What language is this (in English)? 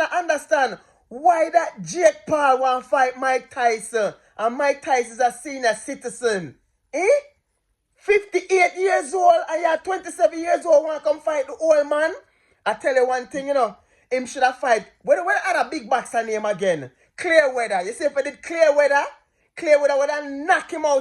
Jamaican Creole English